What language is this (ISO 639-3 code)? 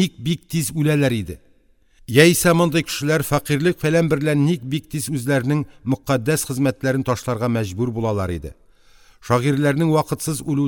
tat